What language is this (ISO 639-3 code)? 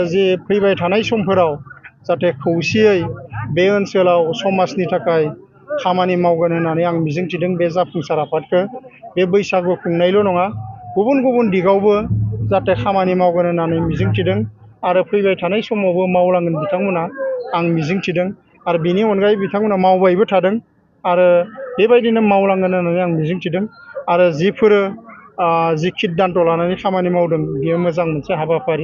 brx